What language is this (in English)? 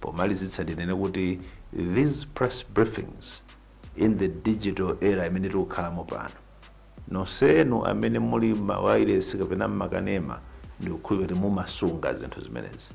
Nyanja